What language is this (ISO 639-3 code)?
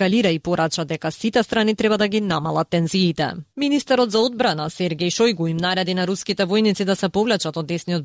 mkd